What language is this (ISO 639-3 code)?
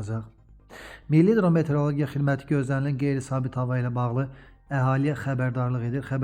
aze